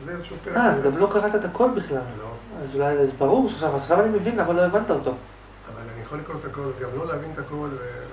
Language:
Hebrew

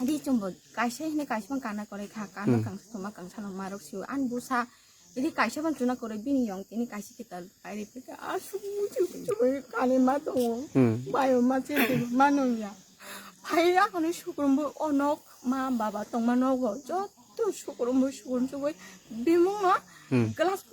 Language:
Kok Borok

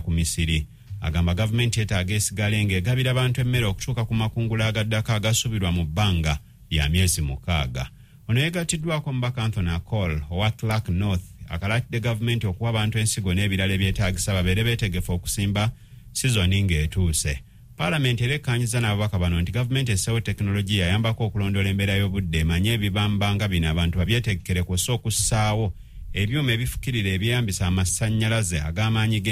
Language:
Ganda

